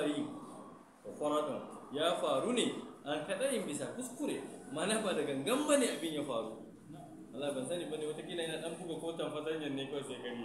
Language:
Hausa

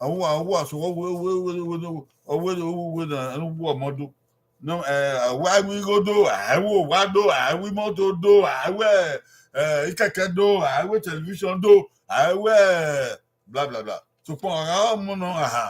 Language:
Bini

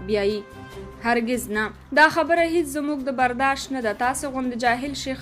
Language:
Pashto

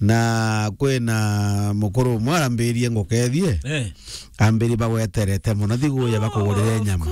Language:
Meru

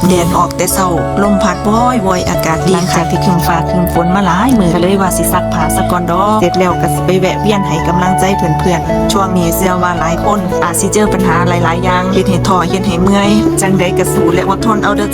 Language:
Lao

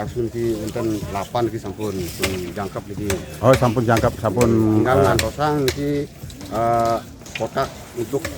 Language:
Balinese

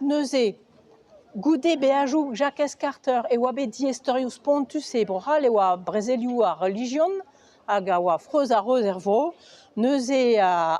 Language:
Breton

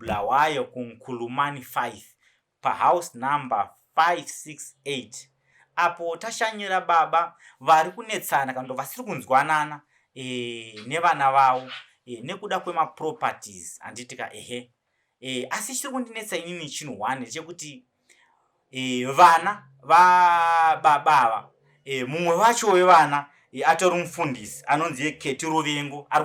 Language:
Shona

